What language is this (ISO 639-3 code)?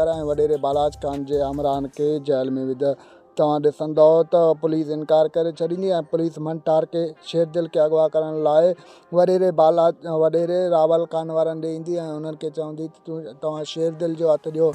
snd